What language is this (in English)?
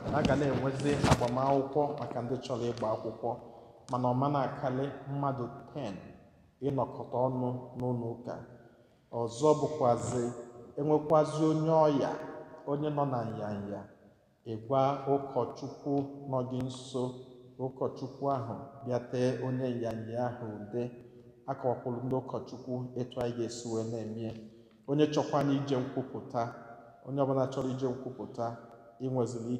Igbo